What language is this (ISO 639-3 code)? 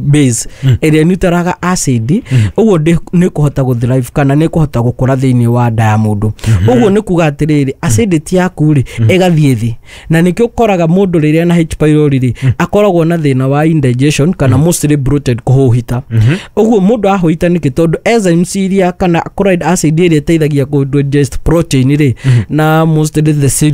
kik